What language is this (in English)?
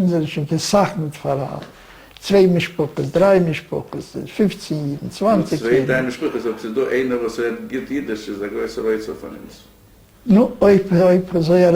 Yiddish